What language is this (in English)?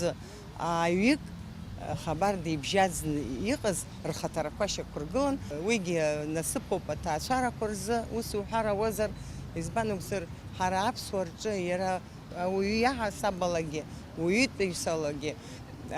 Abkhazian